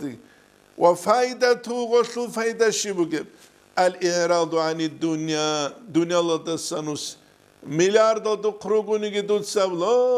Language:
Avaric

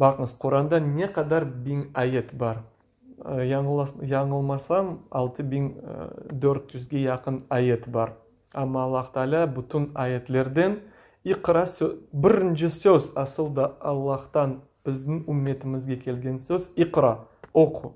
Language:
Crimean Tatar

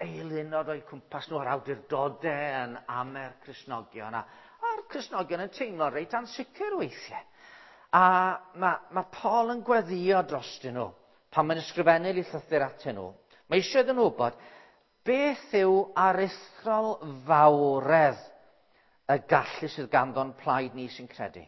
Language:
Welsh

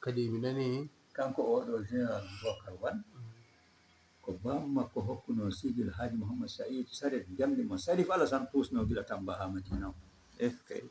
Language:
Fula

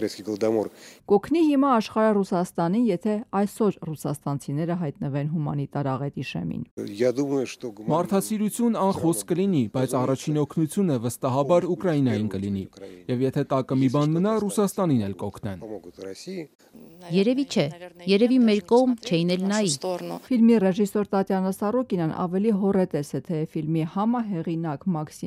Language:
Armenian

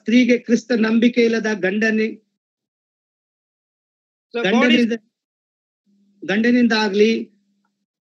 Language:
Kannada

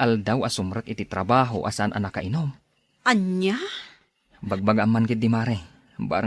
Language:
Iloko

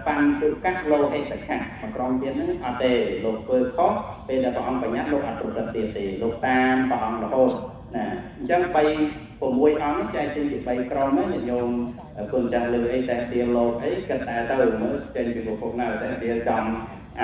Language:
Khmer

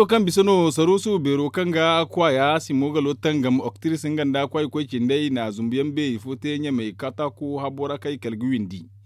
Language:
Zarma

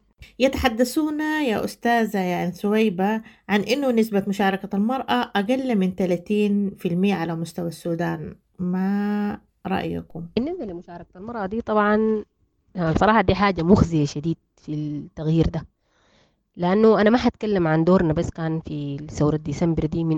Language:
Sudanese Arabic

